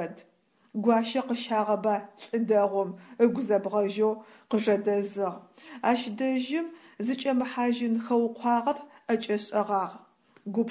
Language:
Adyghe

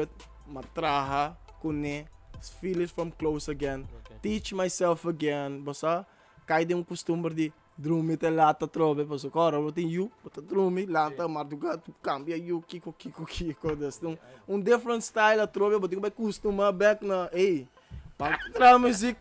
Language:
Papiamento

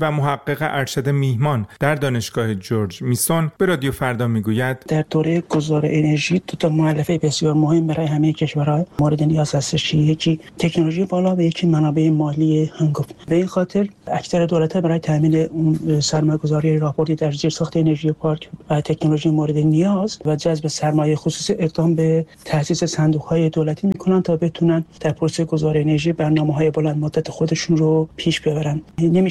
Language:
Persian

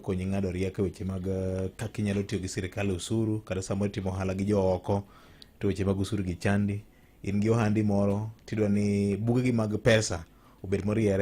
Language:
Luo (Kenya and Tanzania)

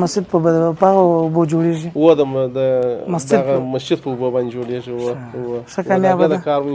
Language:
Pashto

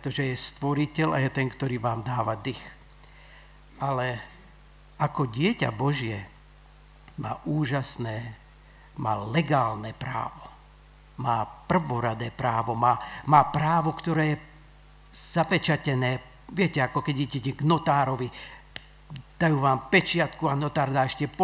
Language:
Slovak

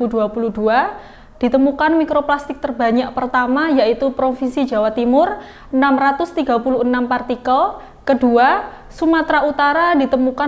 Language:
Indonesian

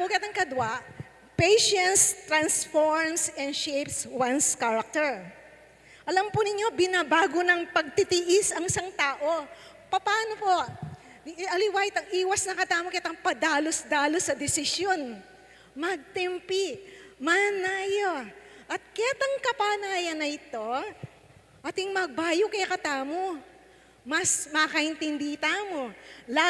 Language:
Pampanga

